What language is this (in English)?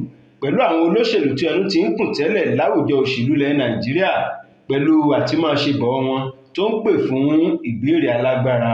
Yoruba